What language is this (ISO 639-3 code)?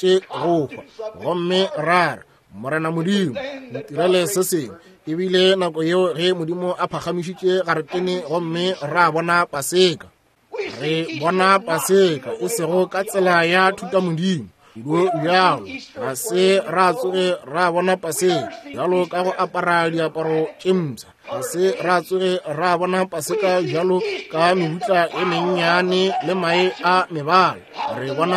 nso